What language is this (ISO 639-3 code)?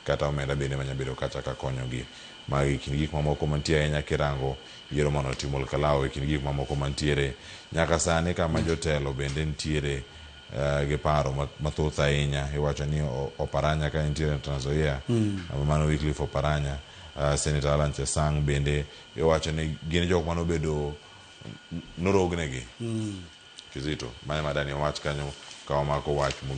luo